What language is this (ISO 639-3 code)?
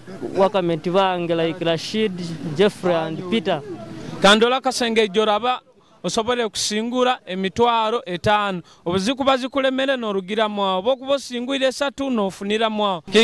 nyo